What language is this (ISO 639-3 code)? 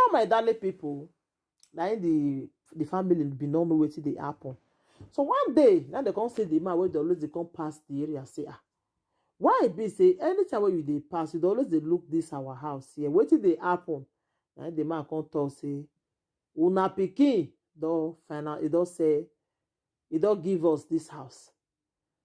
pcm